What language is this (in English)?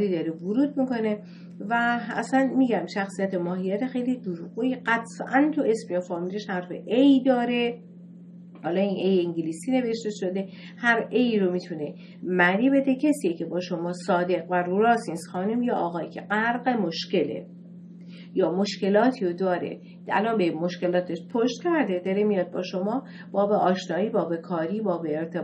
Persian